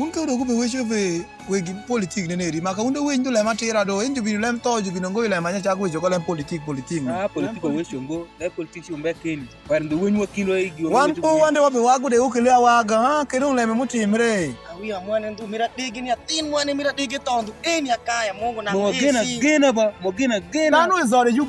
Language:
Alur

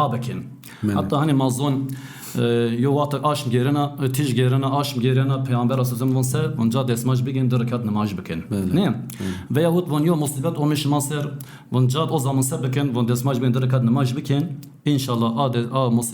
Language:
Zaza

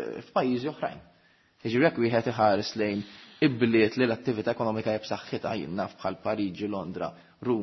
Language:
Maltese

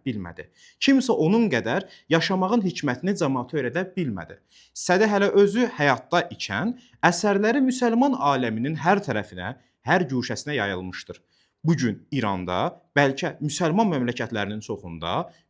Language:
Azerbaijani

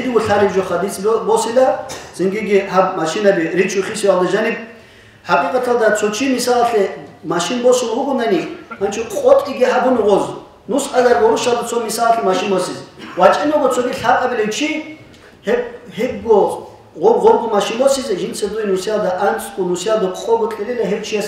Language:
Avaric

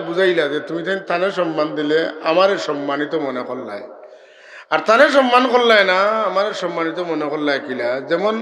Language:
Sylheti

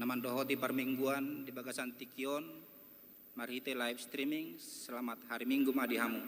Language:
Batak Toba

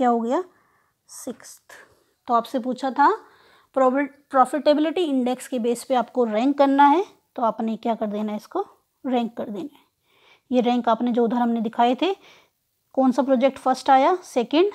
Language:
Hindi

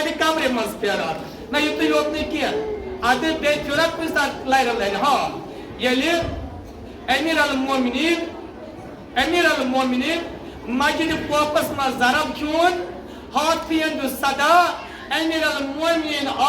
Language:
Kashmiri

